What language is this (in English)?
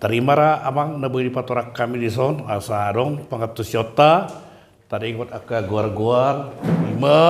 Batak Toba